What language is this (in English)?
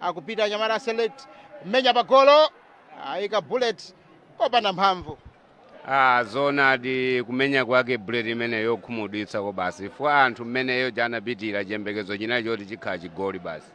Nyanja